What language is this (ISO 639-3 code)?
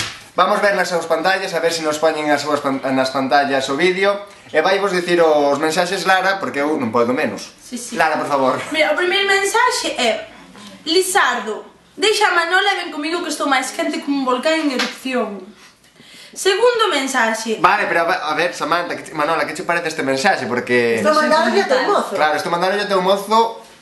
glg